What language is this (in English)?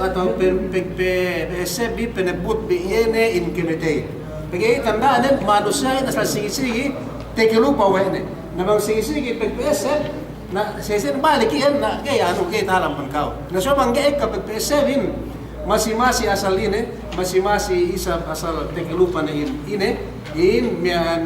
Yakan